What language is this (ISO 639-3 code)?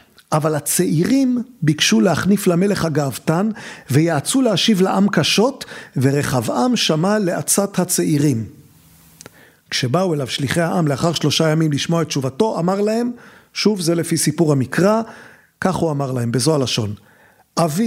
heb